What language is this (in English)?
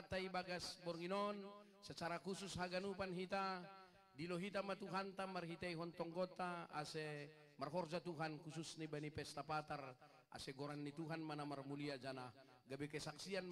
Batak Simalungun